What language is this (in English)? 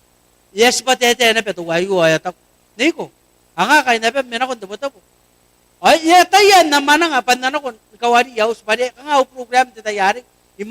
Gilbertese